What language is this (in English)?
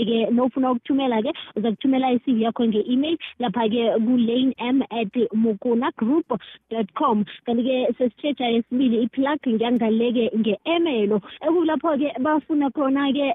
South Ndebele